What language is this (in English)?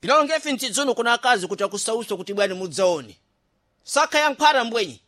Sena